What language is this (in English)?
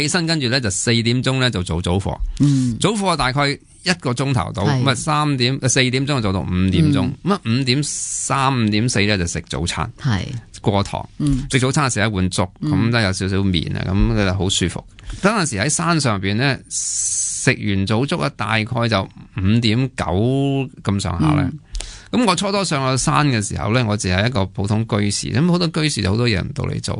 Cantonese